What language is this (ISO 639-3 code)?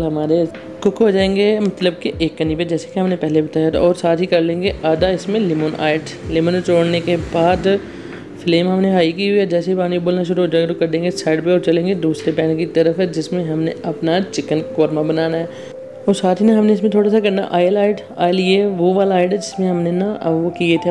hin